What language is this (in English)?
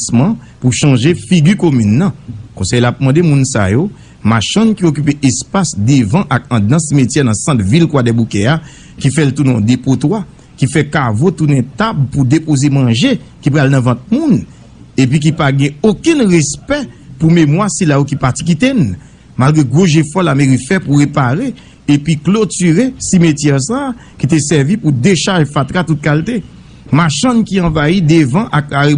Haitian Creole